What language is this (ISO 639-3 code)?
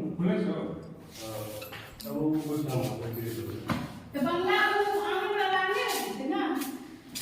mai